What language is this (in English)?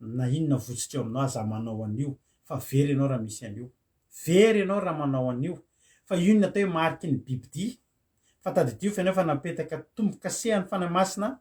Malagasy